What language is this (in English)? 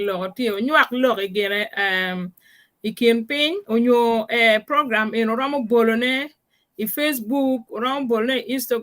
Acoli